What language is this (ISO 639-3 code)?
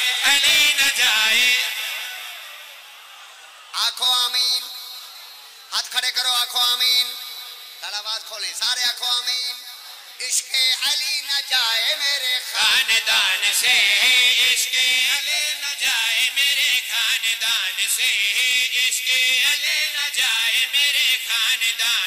urd